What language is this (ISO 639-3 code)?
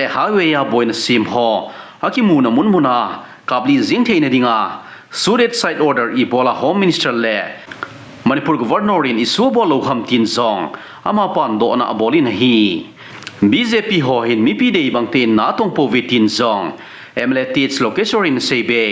tcz